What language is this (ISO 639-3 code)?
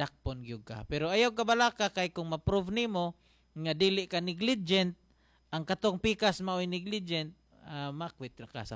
ceb